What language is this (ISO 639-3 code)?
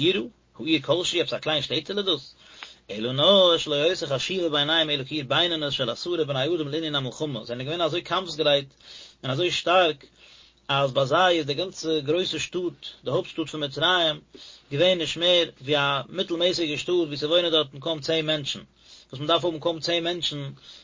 yid